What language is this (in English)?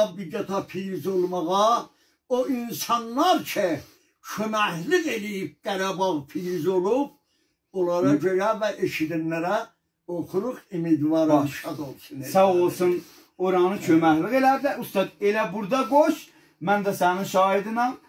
South Azerbaijani